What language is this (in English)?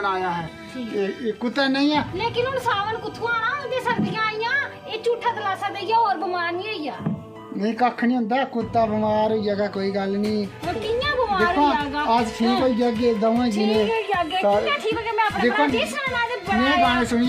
Dogri